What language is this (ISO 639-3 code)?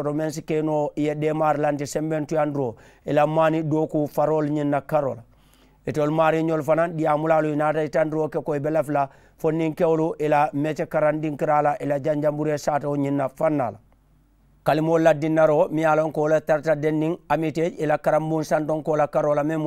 man